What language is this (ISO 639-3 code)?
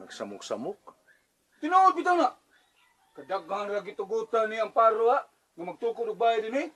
ceb